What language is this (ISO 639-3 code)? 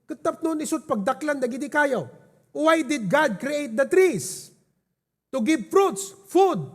ilo